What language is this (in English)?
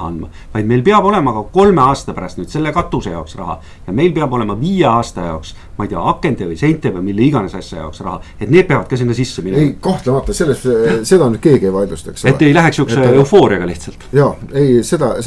Estonian